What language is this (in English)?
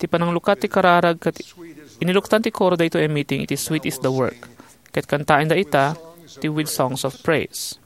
Iloko